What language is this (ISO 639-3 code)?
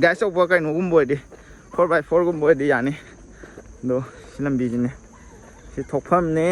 mni